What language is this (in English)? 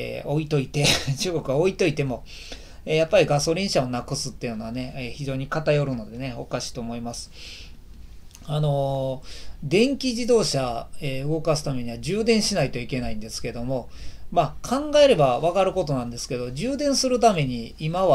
Japanese